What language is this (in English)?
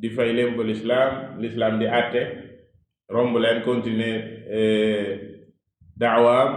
Wolof